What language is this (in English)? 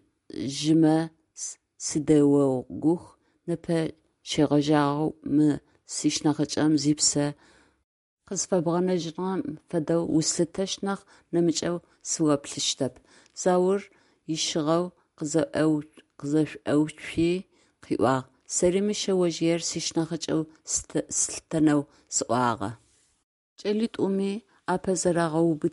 Adyghe